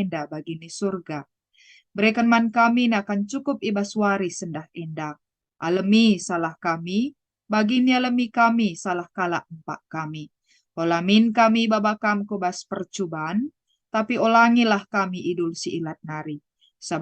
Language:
Batak Karo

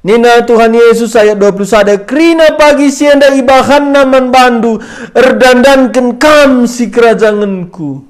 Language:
Batak Karo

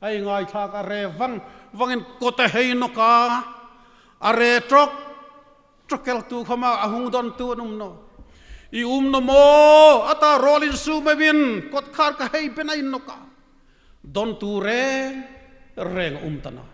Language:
Hmar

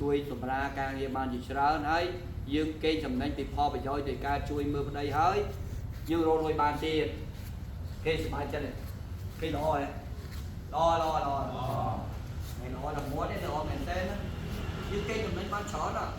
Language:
Khmer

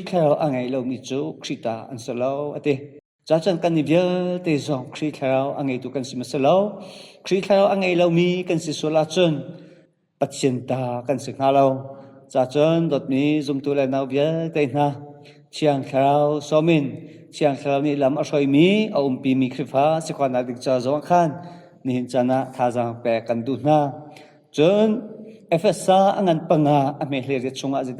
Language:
Hakha Chin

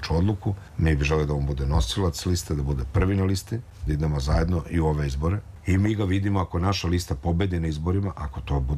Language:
Serbian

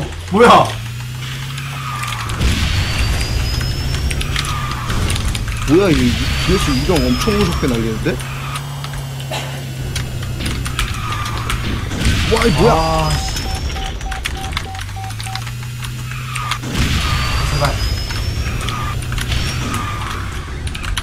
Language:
Korean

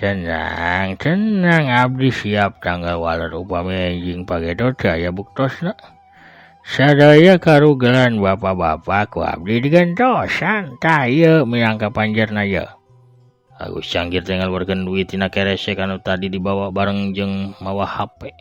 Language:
Sundanese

